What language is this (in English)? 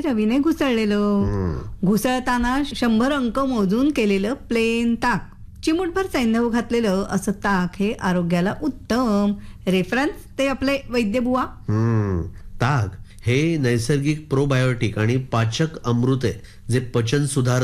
Marathi